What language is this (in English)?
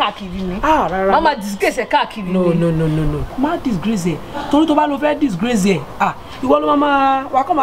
Yoruba